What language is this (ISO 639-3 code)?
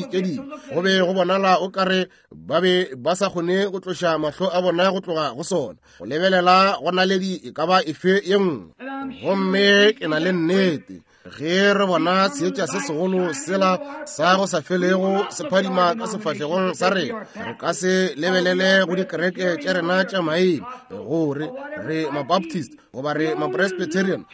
nso